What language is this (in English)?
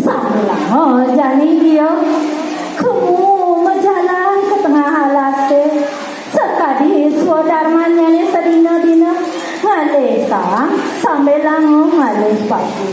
Balinese